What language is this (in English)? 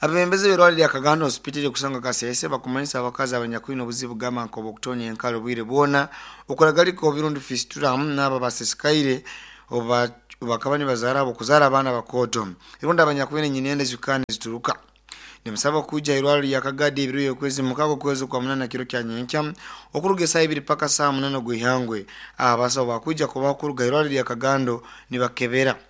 Nyankole